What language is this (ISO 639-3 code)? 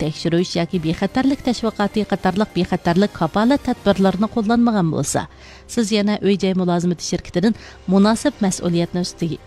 uig